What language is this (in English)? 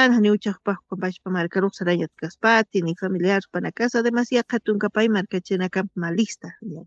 Aymara